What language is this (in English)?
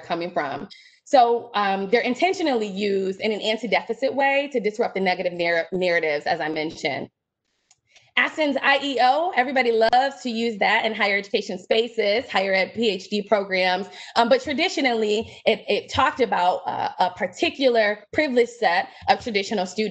English